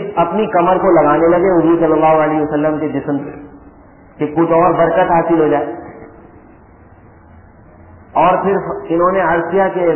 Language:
Urdu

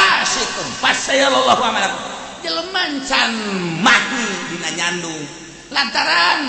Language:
Sundanese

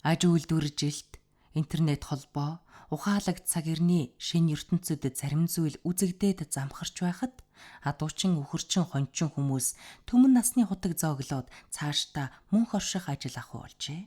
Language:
Mongolian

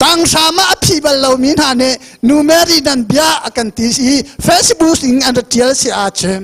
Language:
Hakha Chin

